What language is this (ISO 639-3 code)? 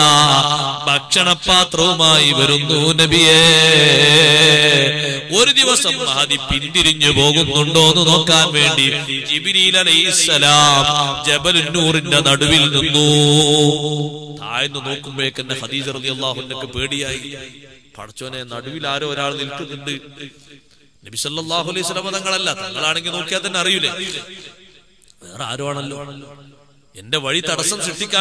mal